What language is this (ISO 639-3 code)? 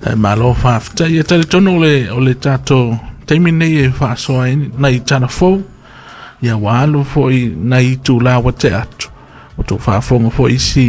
smo